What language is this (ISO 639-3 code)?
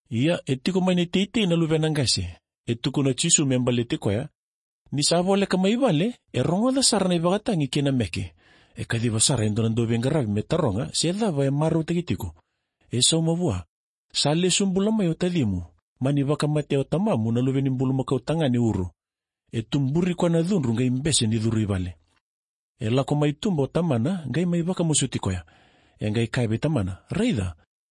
fij